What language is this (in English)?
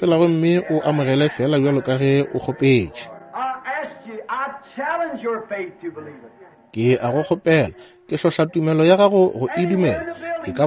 Northern Sotho